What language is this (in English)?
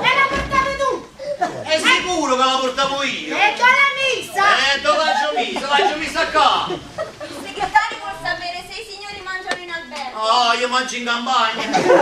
Neapolitan